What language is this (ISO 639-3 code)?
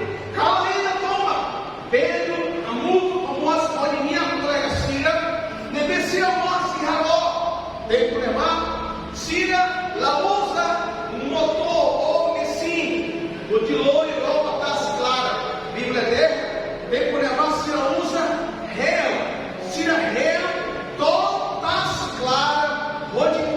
tet